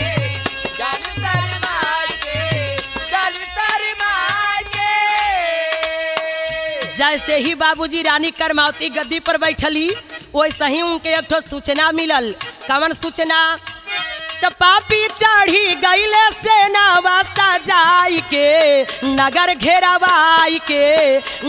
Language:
Bhojpuri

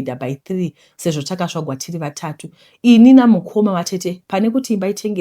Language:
Shona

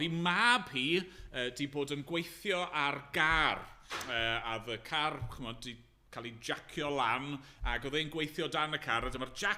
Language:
Welsh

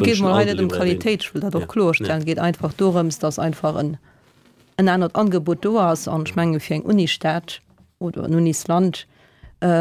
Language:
Luxembourgish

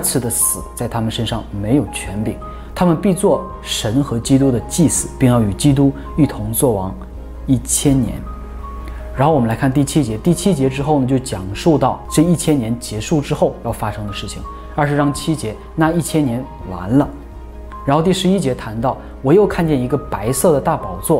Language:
Chinese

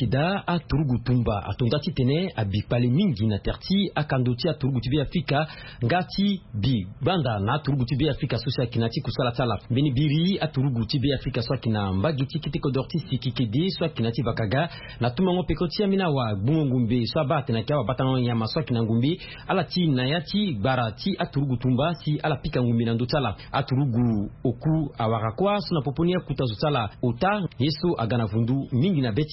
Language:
Sango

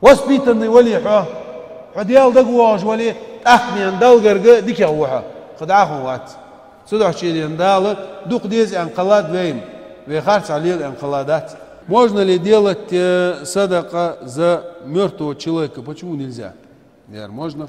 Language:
Ingush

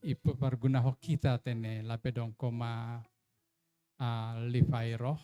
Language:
Batak Simalungun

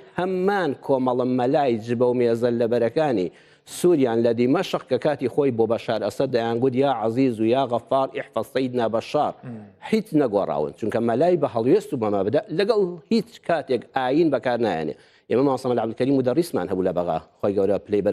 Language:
Central Kurdish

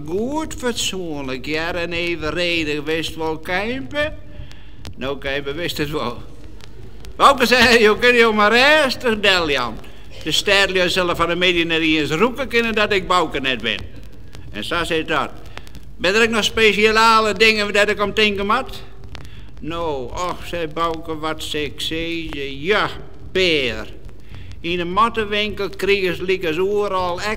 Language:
Western Frisian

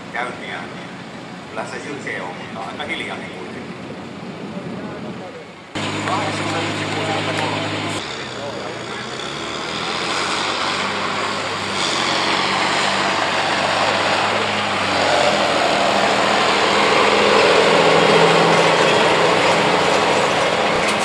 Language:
Finnish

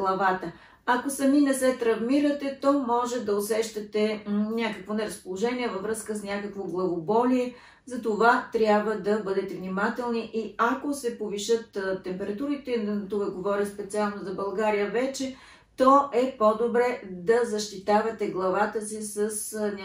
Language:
Bulgarian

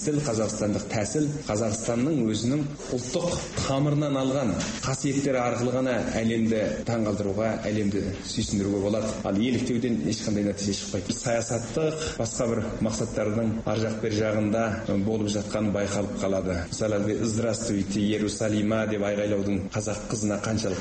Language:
Kazakh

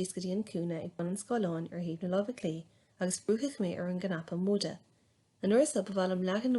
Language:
Irish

